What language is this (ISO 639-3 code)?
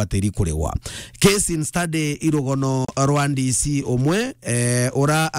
mer